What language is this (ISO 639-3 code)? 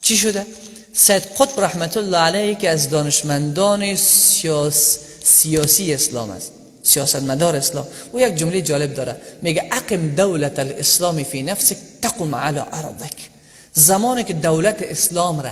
fas